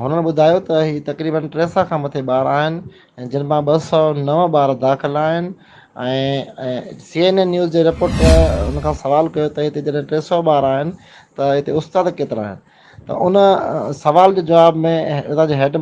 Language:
Sindhi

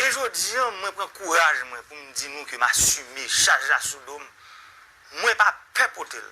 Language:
Haitian Creole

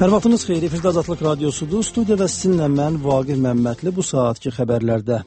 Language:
Azerbaijani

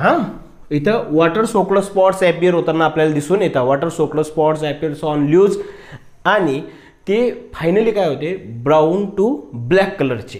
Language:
Marathi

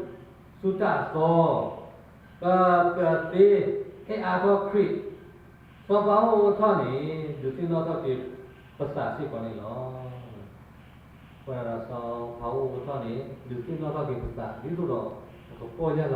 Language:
S'gaw Karen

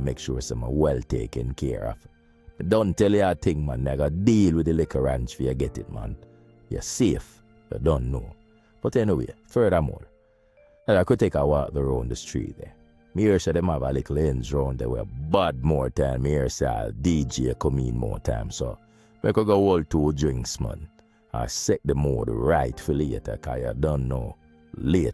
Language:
Jamaican Creole English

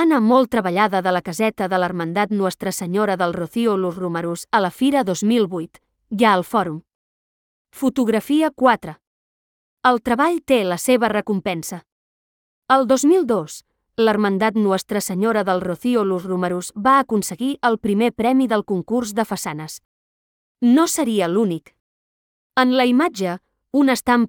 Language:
Catalan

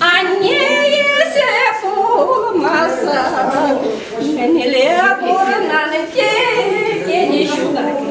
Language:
Chuvash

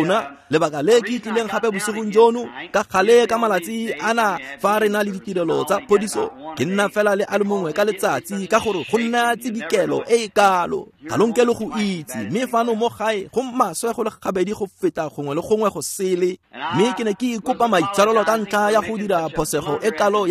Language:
Tswana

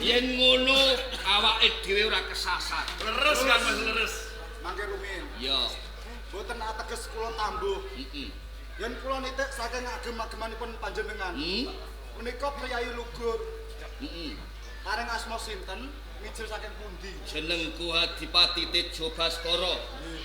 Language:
Javanese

